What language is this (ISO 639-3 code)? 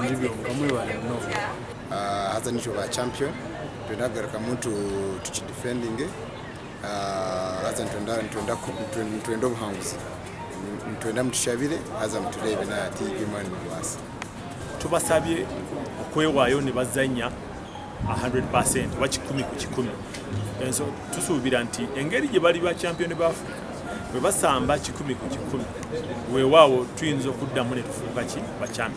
nyn